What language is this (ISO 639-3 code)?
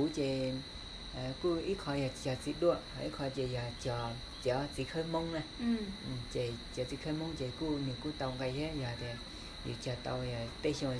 hmn